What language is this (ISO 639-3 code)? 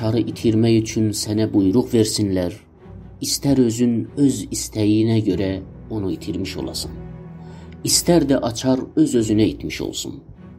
azb